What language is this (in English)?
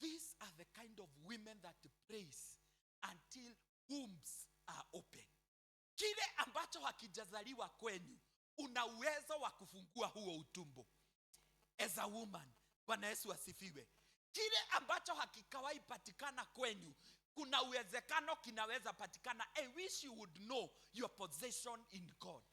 Swahili